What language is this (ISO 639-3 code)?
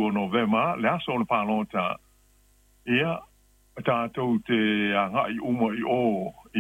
smo